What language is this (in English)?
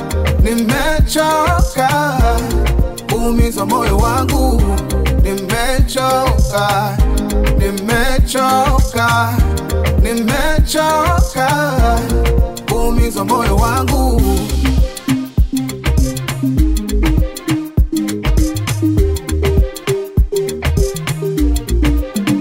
Swahili